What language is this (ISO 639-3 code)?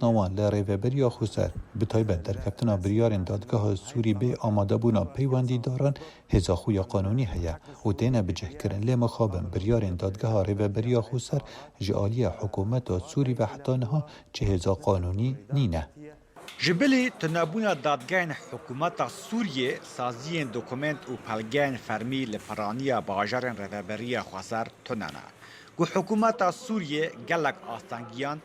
kur